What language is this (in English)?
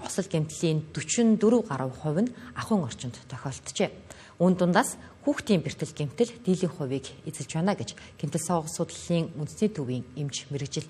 Mongolian